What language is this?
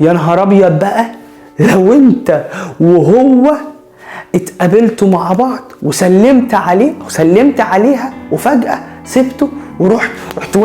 Egyptian Arabic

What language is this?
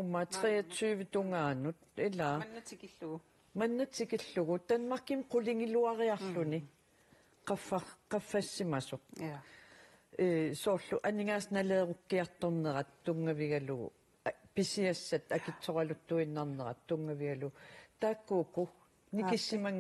Kalaallisut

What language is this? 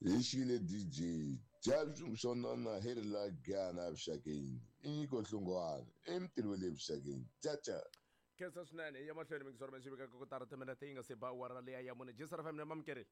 Tsonga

